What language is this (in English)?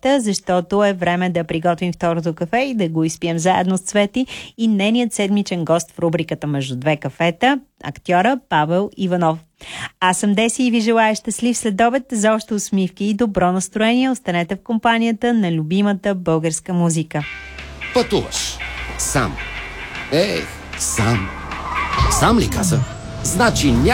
Bulgarian